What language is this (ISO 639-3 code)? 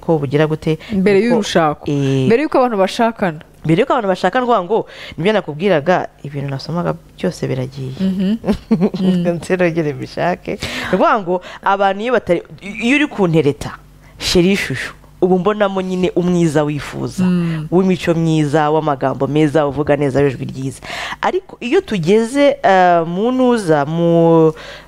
kin